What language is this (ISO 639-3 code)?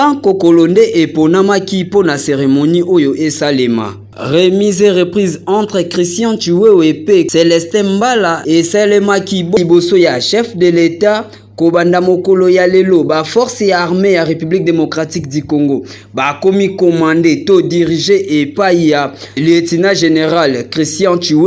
lin